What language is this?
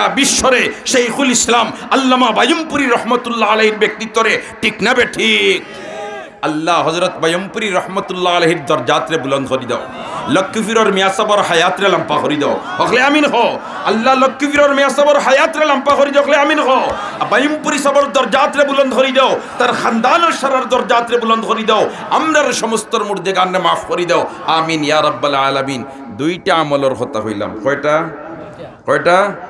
Sylheti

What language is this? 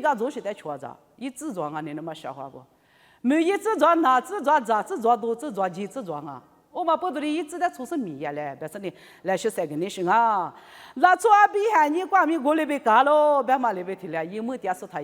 Lisu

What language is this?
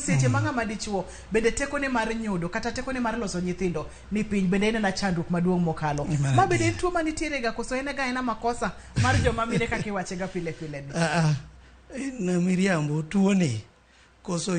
Luo (Kenya and Tanzania)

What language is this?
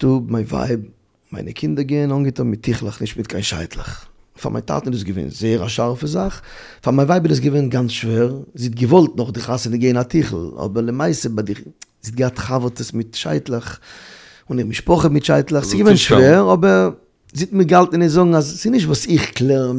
Yiddish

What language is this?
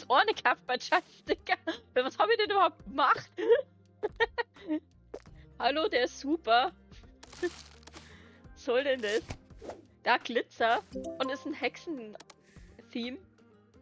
Bavarian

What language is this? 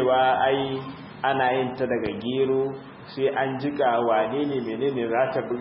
Hausa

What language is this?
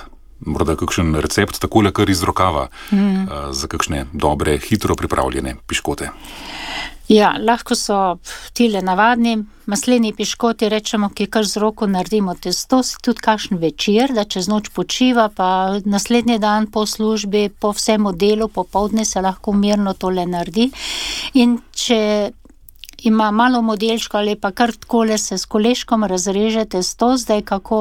Slovenian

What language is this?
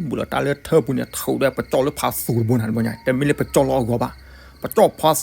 S'gaw Karen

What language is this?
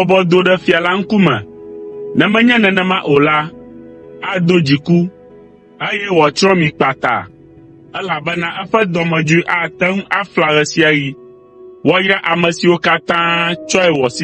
Ewe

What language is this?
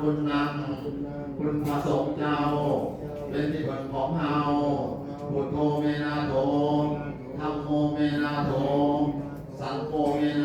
Pali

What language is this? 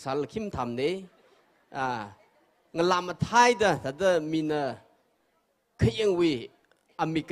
Tangkhul Naga (India)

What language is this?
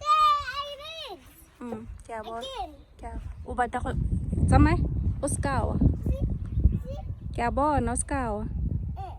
Tswana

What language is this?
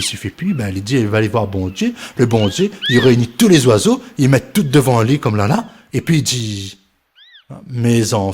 Réunion Creole French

